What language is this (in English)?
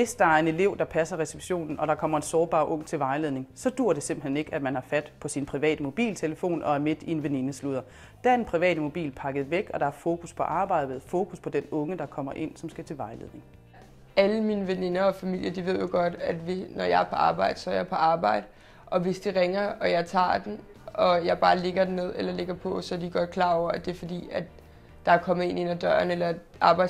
Danish